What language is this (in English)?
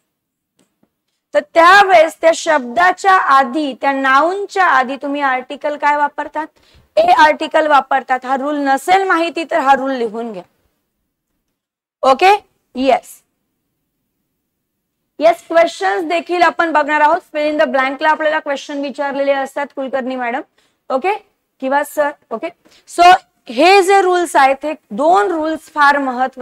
Marathi